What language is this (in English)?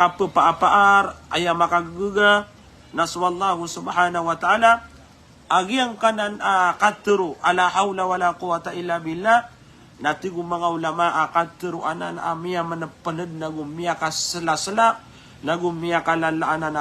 Maranao